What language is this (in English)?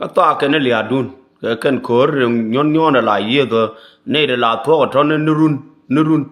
Nuer